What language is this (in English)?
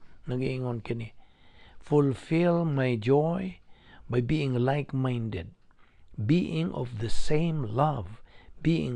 Cebuano